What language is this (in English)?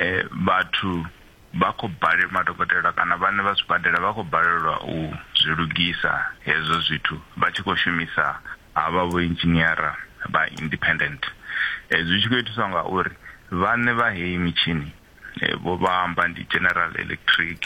Venda